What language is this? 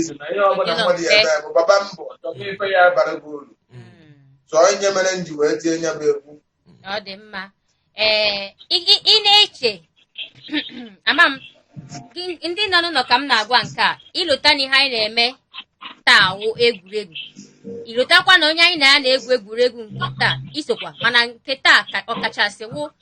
Igbo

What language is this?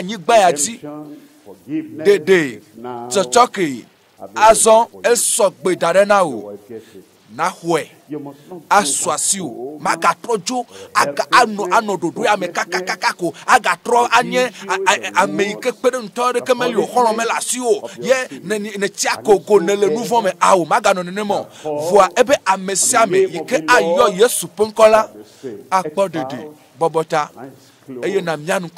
Ewe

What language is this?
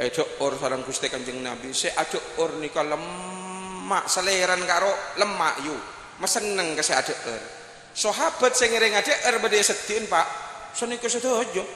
Madurese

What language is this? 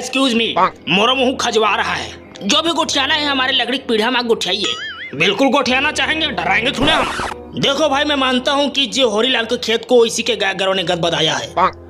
Chhattisgarhi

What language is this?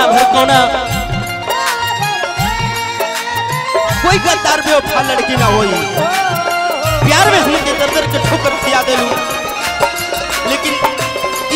Bhojpuri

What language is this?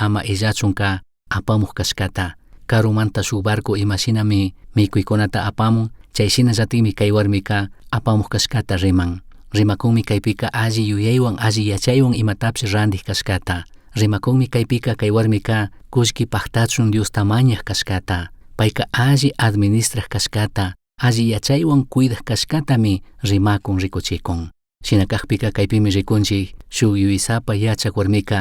Chimborazo Highland Quichua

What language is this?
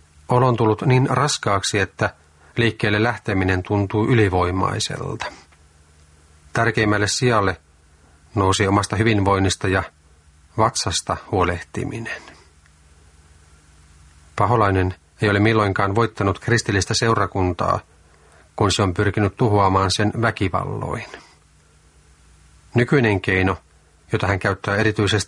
Finnish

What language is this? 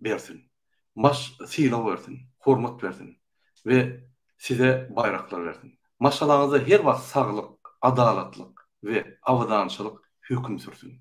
Turkmen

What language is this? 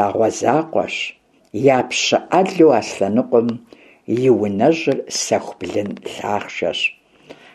Kabardian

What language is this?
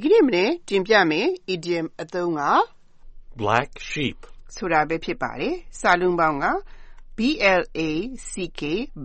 Burmese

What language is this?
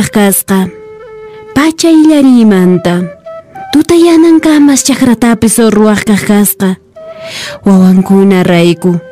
Quechua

